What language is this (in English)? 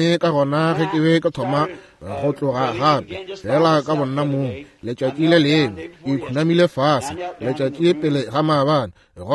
Northern Sotho